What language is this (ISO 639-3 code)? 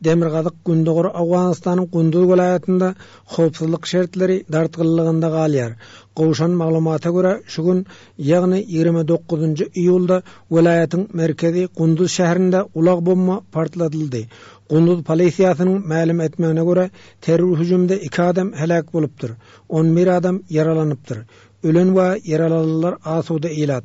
tuk